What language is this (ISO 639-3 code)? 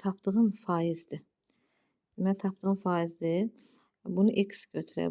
aze